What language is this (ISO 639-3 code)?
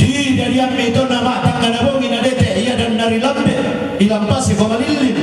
sda